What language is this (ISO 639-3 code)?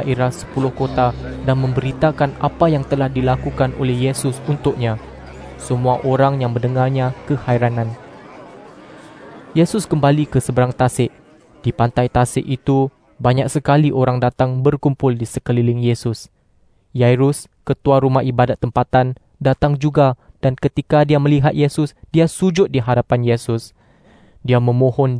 msa